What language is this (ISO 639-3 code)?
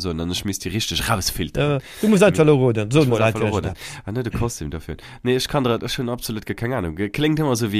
ltz